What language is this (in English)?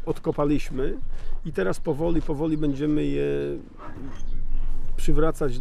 Polish